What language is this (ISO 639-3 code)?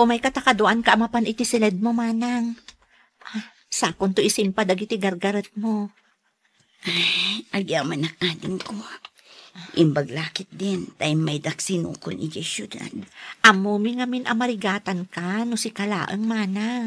ilo